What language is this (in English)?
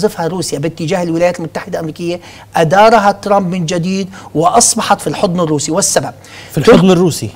Arabic